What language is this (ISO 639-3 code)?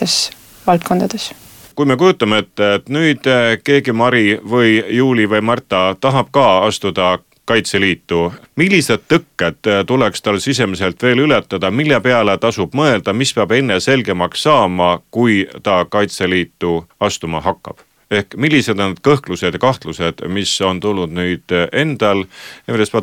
est